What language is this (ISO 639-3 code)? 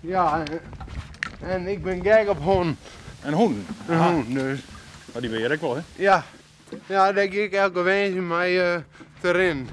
fry